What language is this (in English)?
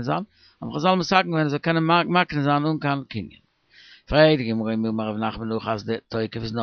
Yiddish